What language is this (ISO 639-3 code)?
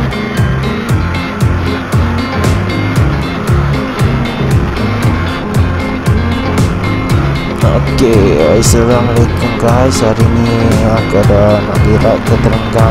msa